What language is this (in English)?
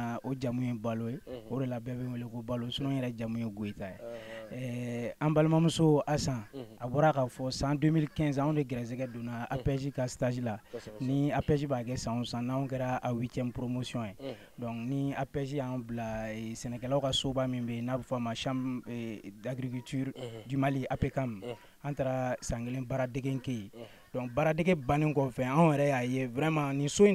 Bambara